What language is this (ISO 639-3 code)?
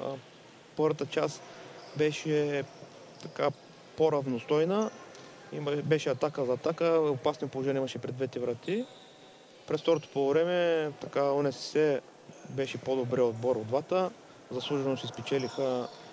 bul